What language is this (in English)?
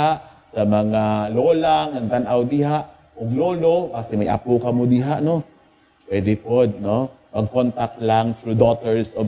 Cebuano